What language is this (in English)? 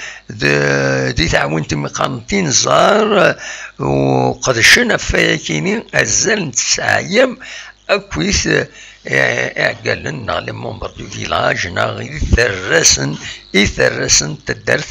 Kabyle